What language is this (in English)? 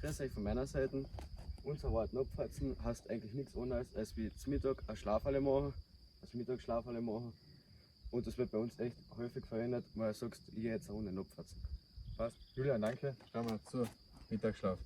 Bavarian